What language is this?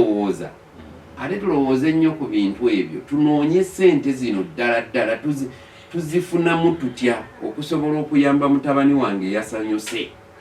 Ganda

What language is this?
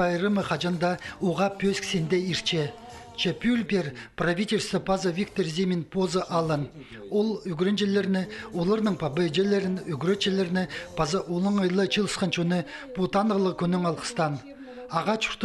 Khakas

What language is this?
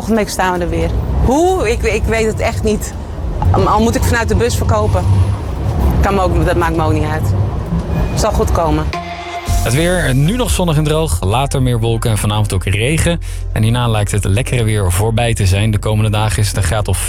Dutch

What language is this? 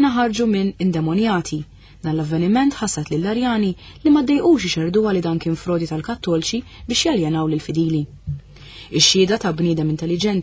Maltese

